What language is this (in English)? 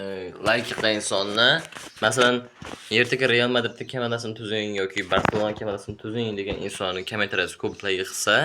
Uzbek